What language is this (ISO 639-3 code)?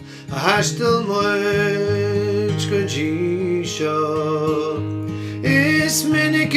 gle